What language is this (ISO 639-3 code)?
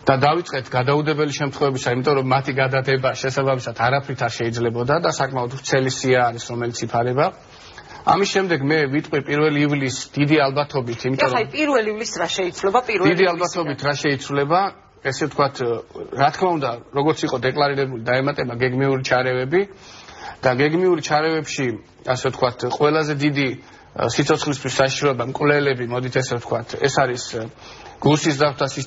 kat